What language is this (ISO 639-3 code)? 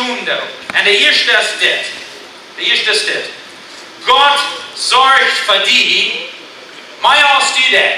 pdt